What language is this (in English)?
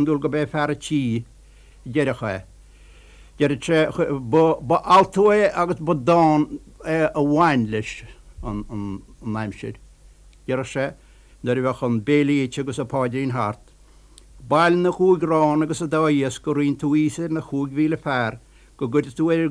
Irish